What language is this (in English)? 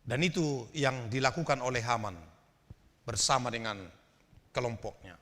Batak Toba